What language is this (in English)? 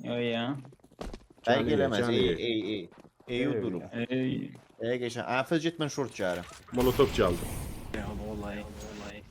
South Azerbaijani